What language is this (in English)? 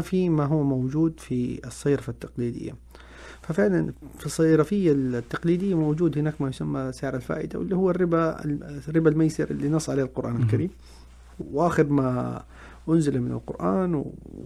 Najdi Arabic